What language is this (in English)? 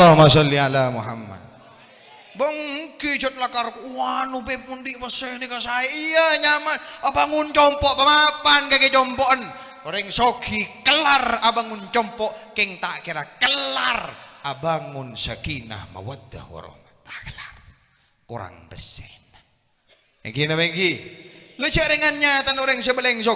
Madurese